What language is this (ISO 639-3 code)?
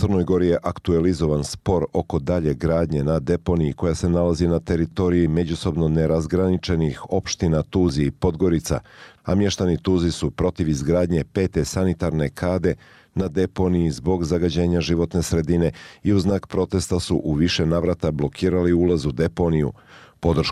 bos